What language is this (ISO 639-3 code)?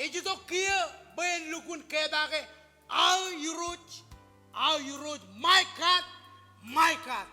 mah